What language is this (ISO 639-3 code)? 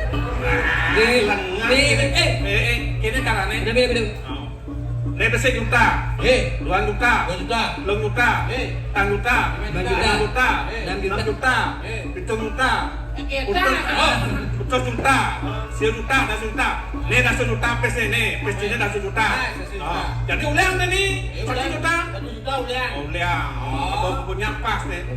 ban